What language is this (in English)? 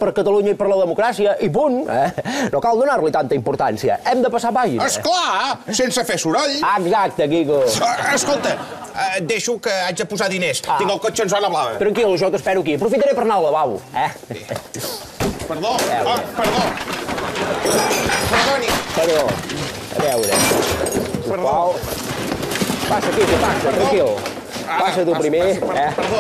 Catalan